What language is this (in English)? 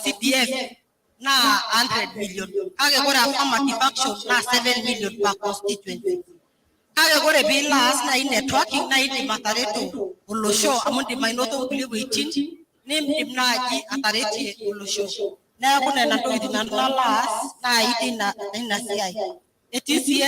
Masai